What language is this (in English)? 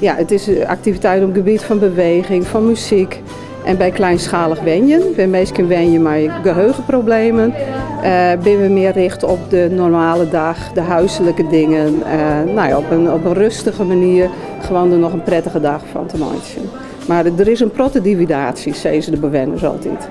Western Frisian